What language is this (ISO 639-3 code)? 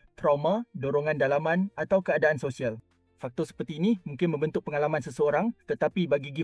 msa